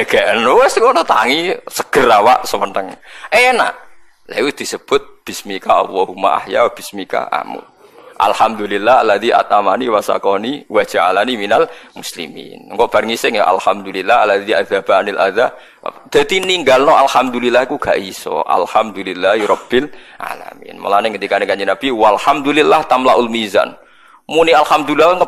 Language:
Javanese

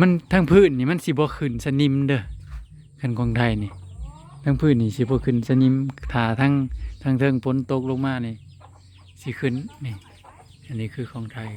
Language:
Northeastern Thai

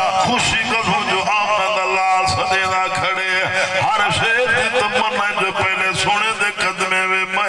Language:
Saraiki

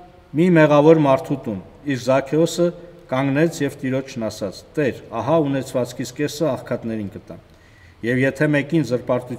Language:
Armenian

